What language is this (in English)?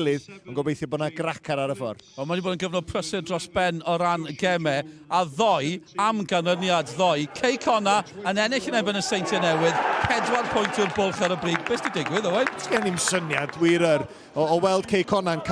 Welsh